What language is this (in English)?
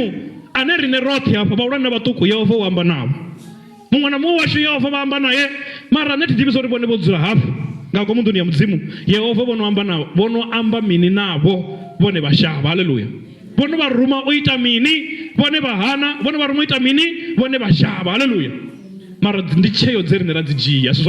Venda